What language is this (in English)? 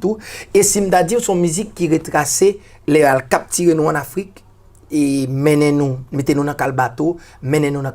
Haitian Creole